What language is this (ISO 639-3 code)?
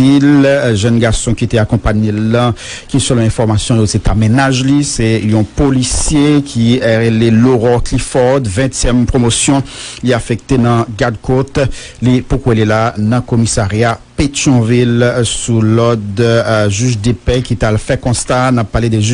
hat